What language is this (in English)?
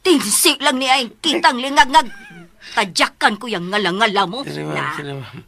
Cebuano